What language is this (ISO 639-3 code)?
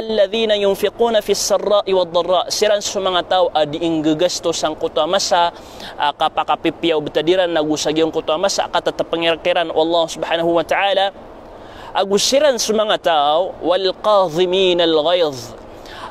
mrw